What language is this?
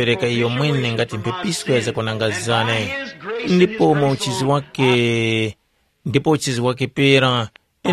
Tumbuka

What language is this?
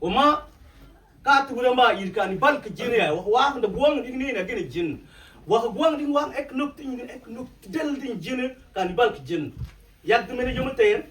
Mabaan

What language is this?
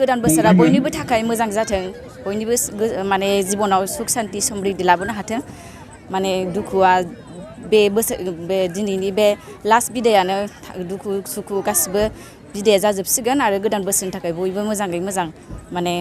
Bodo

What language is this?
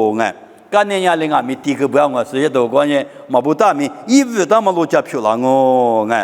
Lisu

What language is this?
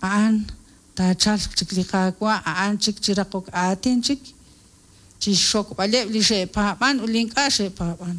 Kekchí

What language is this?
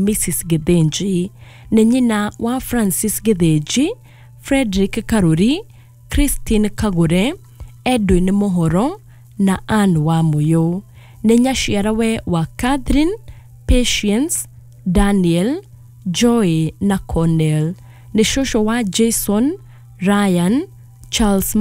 Kikuyu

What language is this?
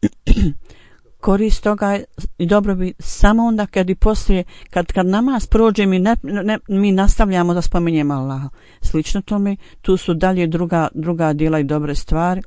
Bosnian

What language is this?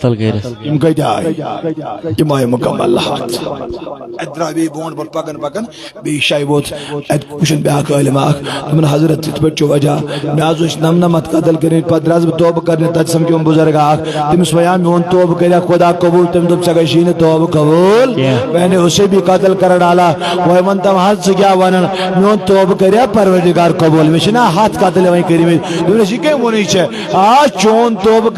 Kashmiri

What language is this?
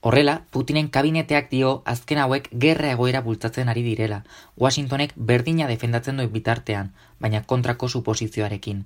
Basque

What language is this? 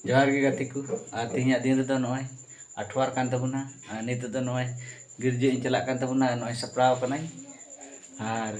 Santali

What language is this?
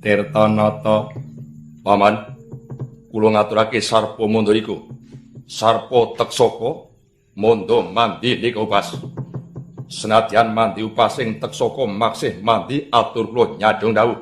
Javanese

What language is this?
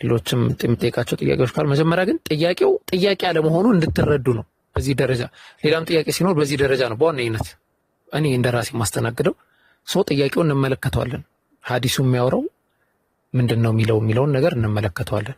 Amharic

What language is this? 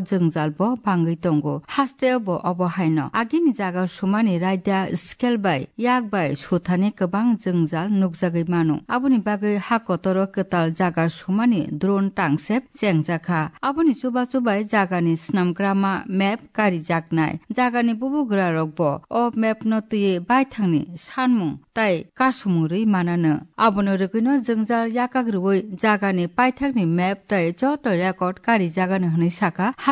Kok Borok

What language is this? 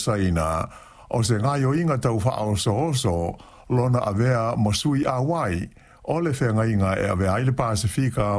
Samoan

